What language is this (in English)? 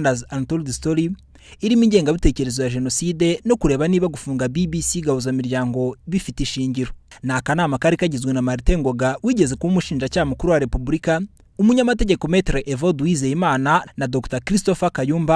Kinyarwanda